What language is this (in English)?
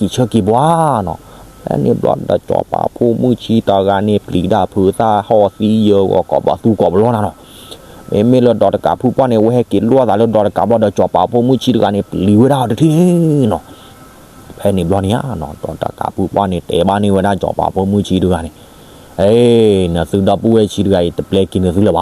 S'gaw Karen